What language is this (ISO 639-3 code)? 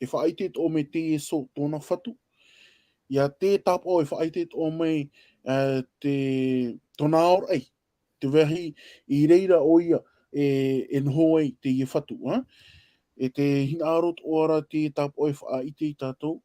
tah